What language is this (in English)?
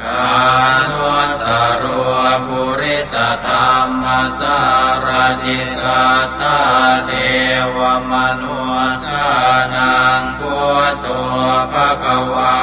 Pali